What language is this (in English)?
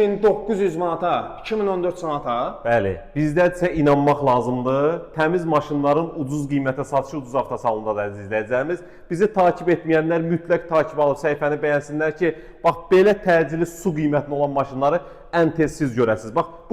Azerbaijani